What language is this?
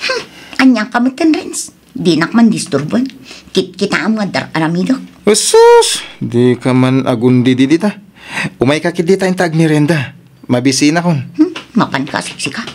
Iloko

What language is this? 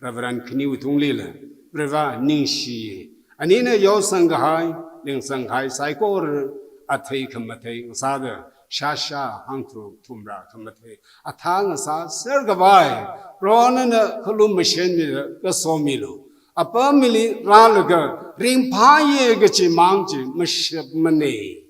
Tangkhul Naga (India)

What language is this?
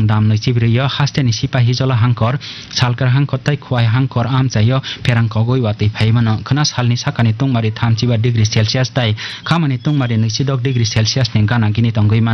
Kok Borok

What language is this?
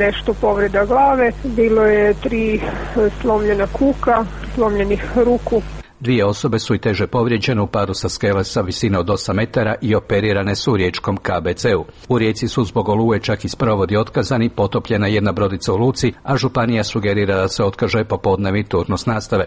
Croatian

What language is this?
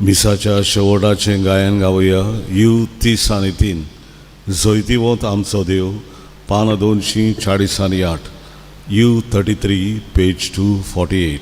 Konkani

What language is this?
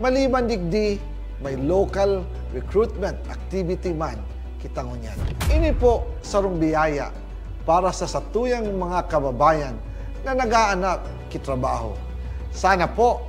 Bikol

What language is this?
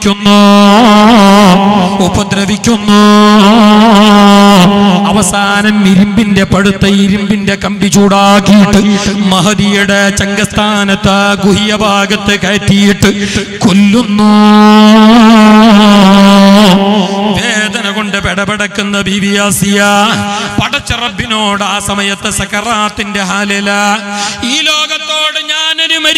Malayalam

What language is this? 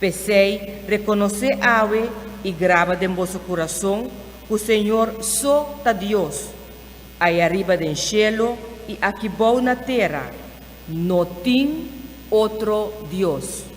Papiamento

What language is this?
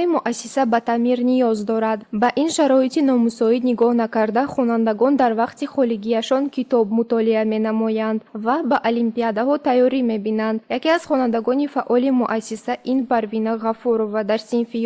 Tajik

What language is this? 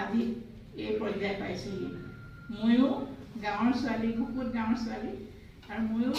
Assamese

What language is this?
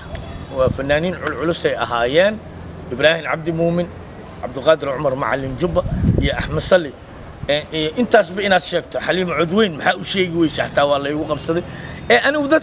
Somali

